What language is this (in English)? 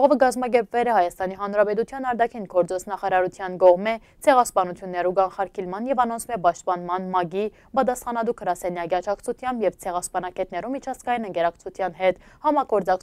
Western Armenian